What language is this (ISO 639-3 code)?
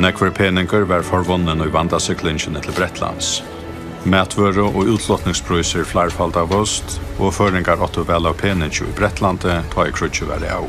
fao